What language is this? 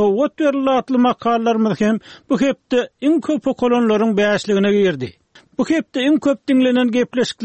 Turkmen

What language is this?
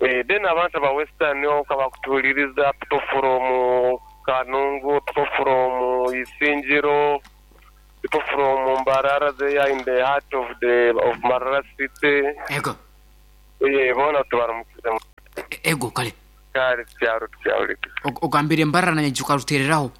Nyoro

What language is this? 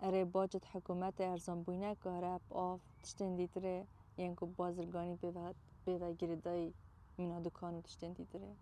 Kurdish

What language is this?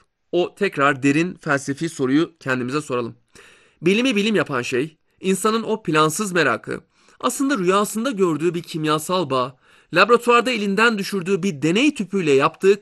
Turkish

